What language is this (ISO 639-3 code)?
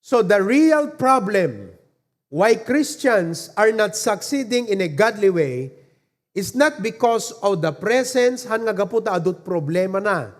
ilo